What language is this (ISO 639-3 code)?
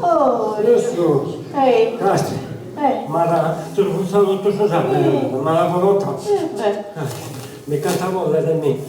srd